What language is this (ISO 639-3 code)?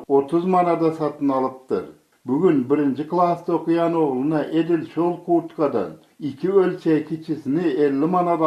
tuk